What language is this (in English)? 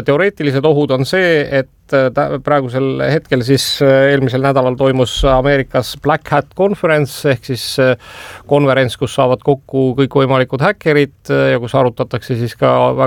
Estonian